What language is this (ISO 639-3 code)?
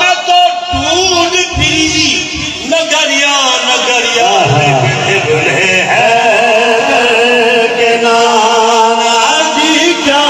skr